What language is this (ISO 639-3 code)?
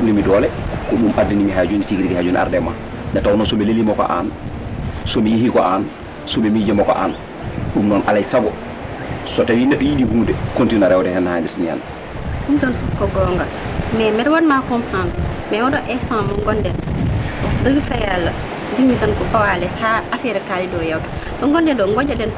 ful